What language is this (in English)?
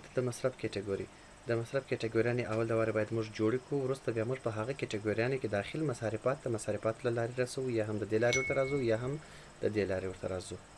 Pashto